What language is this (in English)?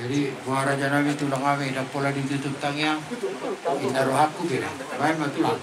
Batak Toba